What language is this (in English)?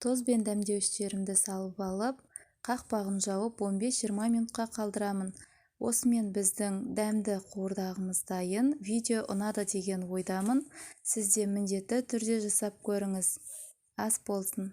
Kazakh